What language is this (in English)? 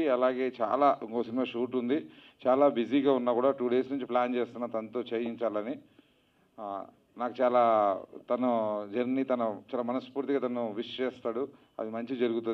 Telugu